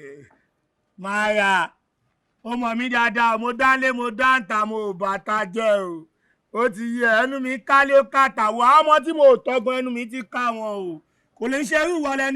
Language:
Yoruba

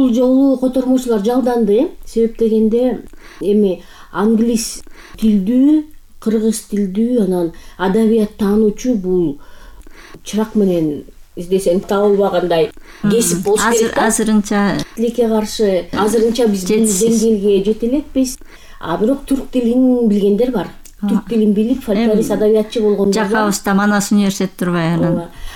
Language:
Kyrgyz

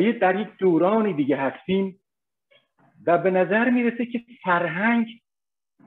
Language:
Persian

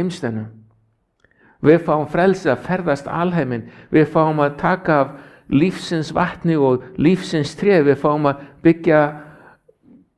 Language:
Icelandic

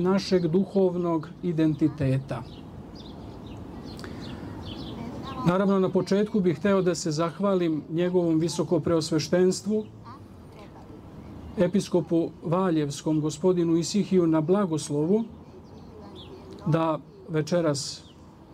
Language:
Serbian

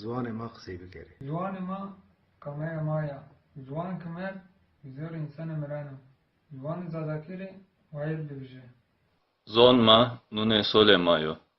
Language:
Zaza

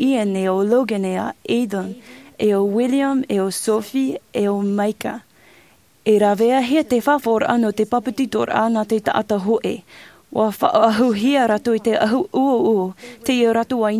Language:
Tahitian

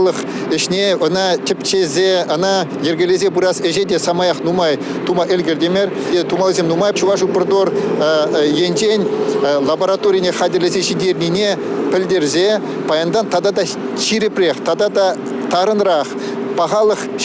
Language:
Chuvash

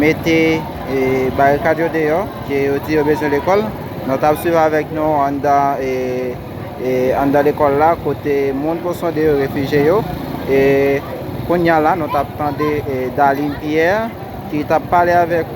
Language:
Haitian Creole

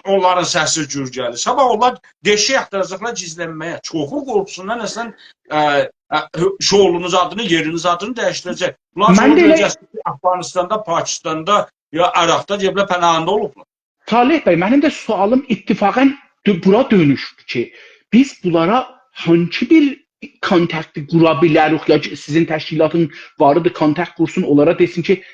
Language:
South Azerbaijani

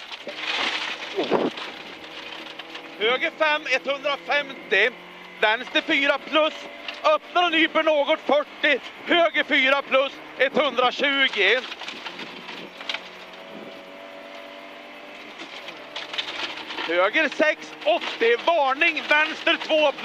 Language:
Swedish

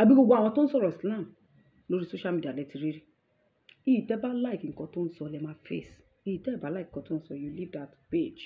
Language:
Yoruba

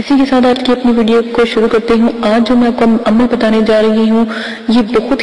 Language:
Urdu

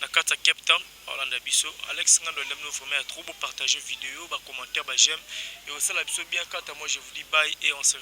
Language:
Lingala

